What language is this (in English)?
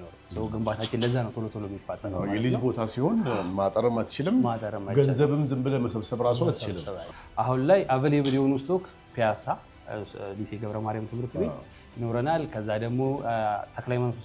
Amharic